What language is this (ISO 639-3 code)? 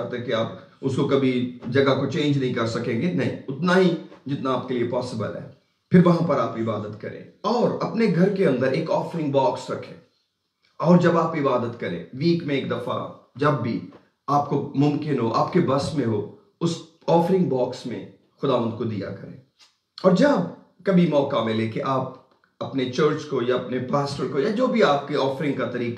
urd